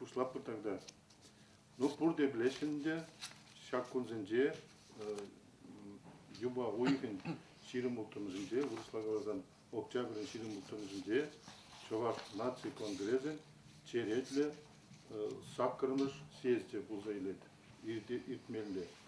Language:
Chuvash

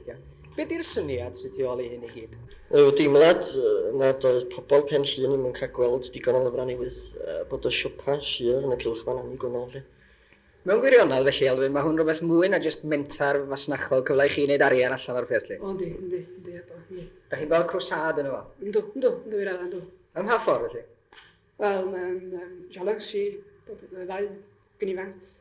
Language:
Welsh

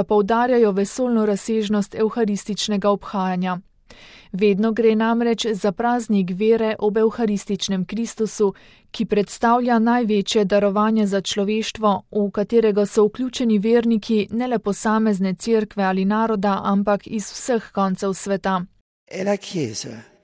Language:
Slovenian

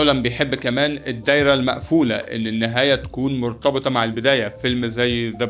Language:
Egyptian Arabic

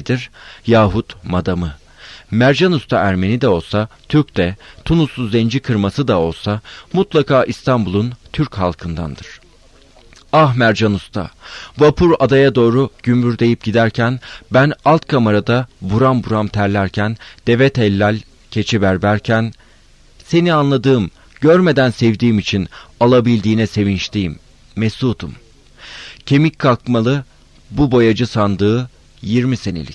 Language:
Turkish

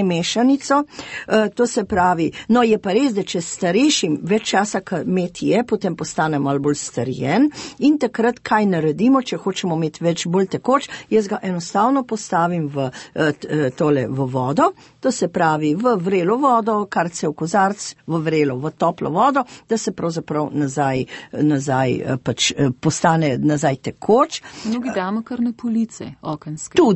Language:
Slovenian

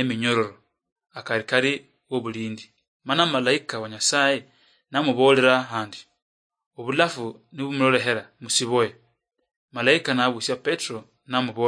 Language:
Luyia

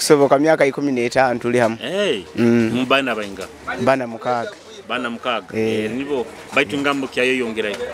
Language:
Nyoro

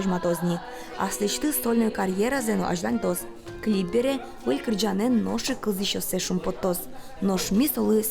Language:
Udmurt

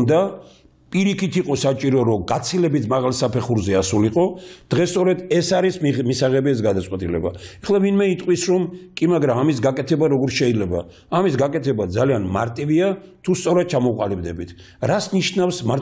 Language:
Georgian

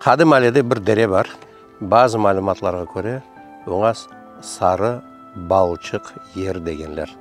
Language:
Crimean Tatar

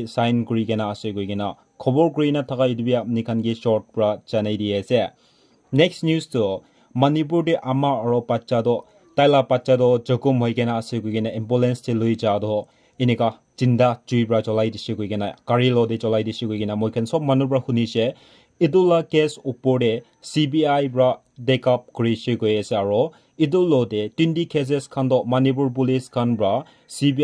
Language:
Naga Pidgin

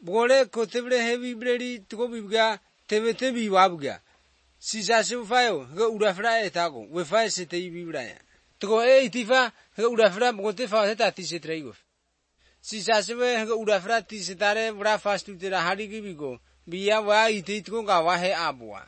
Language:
Slovenian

